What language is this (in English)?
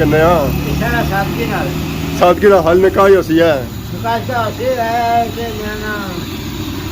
Pahari-Potwari